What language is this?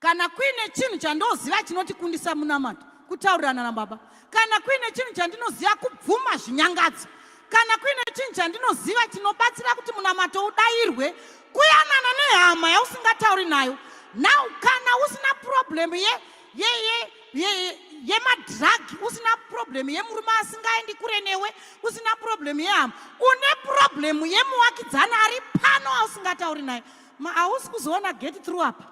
Shona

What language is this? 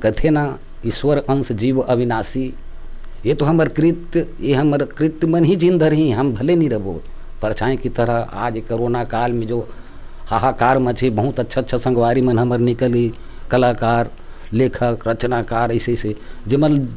Chhattisgarhi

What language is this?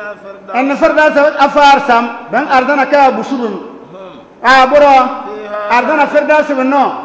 Bissa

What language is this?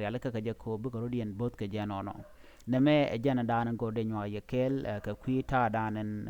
Nuer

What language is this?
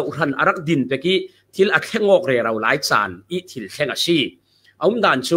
Falam Chin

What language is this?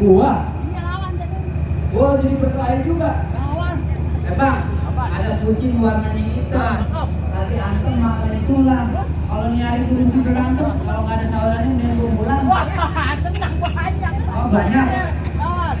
Betawi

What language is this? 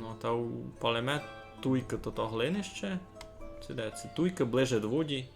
Rusyn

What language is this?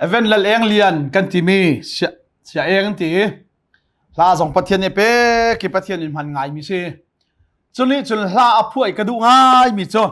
Hakha Chin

